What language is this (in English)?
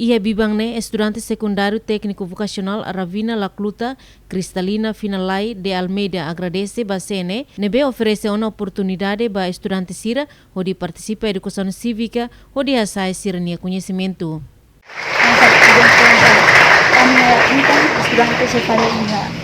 Tetum